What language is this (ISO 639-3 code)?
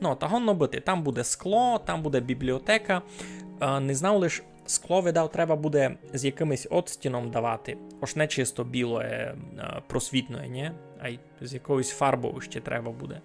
rue